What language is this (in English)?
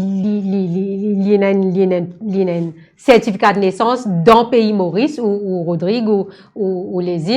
Morisyen